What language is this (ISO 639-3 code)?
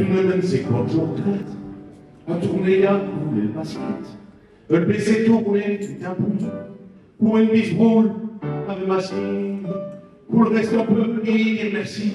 pcd